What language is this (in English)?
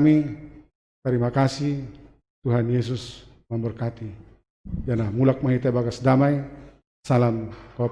Batak Simalungun